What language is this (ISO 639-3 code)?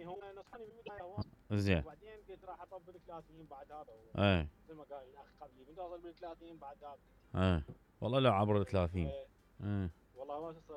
acm